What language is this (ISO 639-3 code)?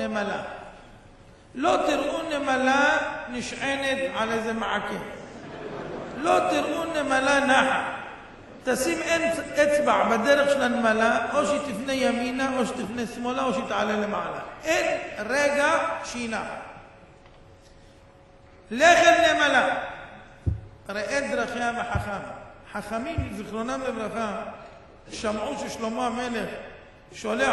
heb